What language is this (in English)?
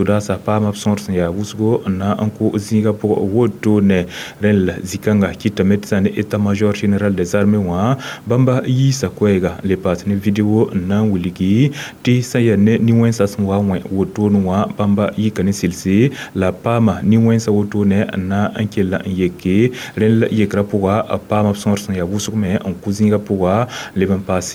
Mossi